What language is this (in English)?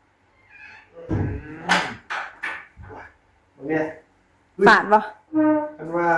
Northeastern Thai